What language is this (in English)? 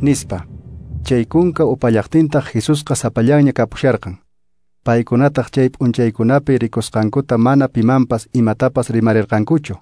Quechua